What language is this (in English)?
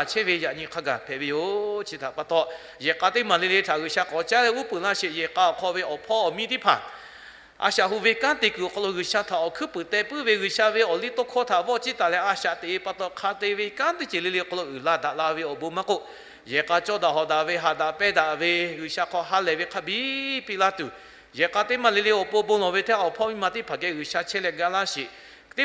Lahu